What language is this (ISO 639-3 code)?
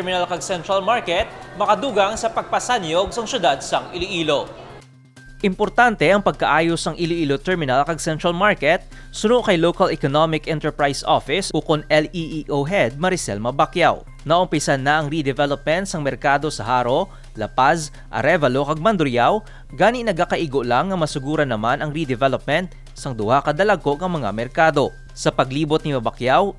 hil